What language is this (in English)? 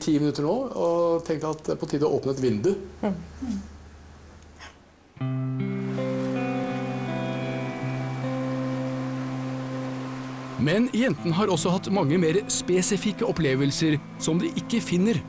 Norwegian